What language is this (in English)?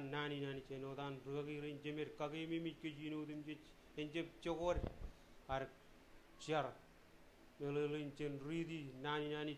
Marshallese